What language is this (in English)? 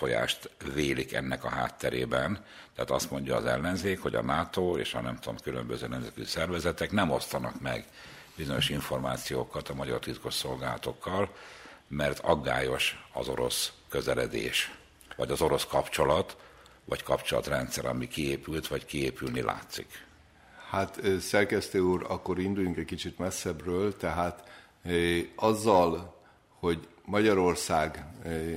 Hungarian